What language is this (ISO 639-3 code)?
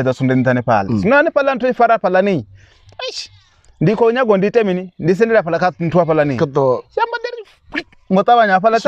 ven